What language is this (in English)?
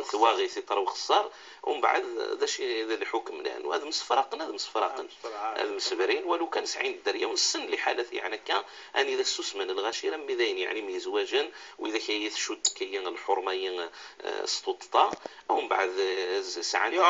Moroccan Arabic